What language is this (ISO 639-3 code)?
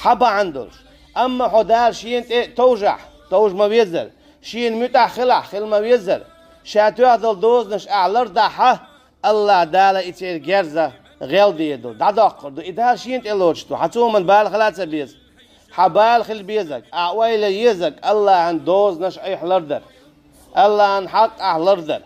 che